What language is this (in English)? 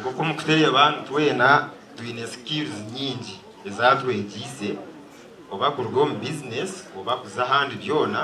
Nyankole